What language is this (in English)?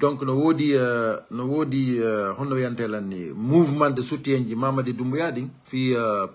Fula